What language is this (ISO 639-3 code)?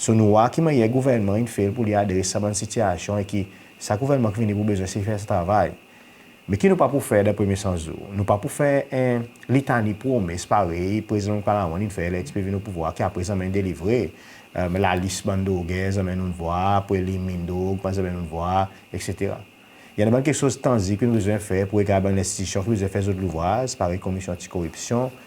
crs